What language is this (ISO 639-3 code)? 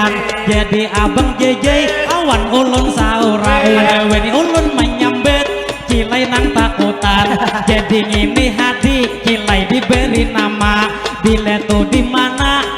bjn